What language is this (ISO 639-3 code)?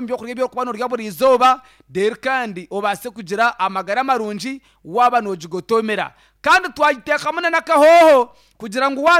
nyn